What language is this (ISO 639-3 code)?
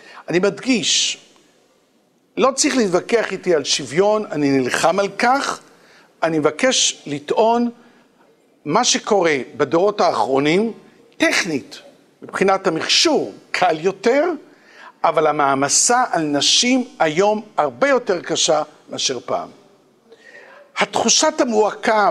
heb